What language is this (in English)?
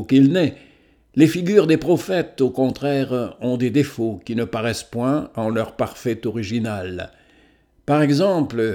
French